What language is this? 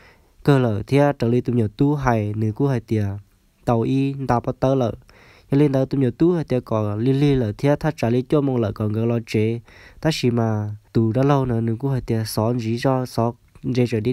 Hmong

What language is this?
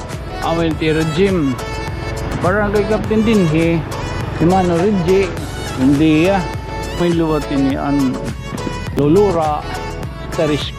Waray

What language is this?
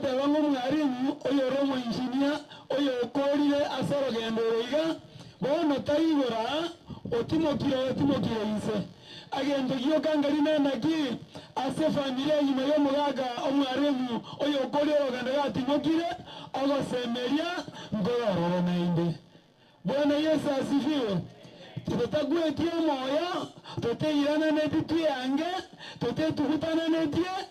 Gusii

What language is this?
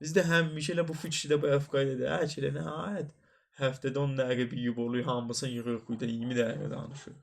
South Azerbaijani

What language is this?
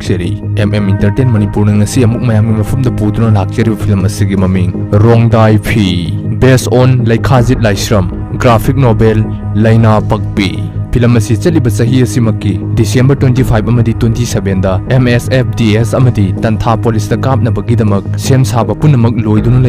Manipuri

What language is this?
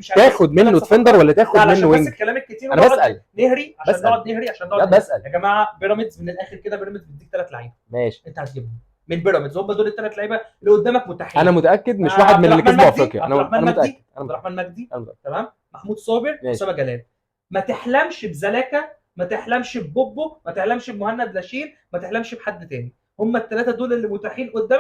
Egyptian Arabic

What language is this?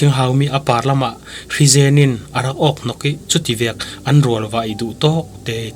Falam Chin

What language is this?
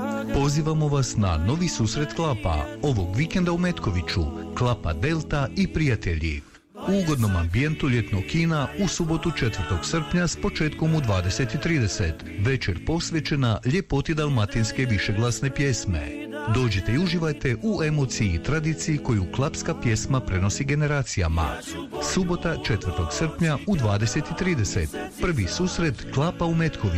Croatian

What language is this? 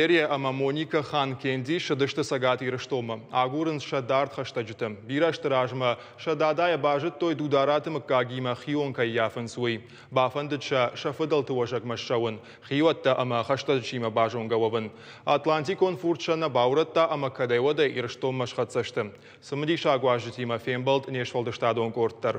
Ossetic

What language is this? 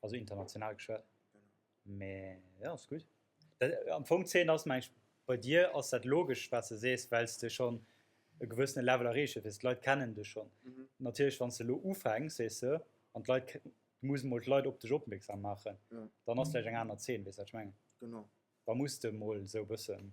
Luxembourgish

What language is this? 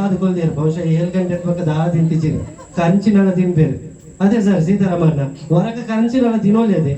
Tulu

